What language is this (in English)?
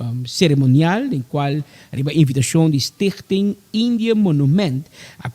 Papiamento